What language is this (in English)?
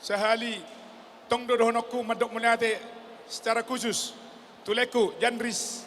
Batak Toba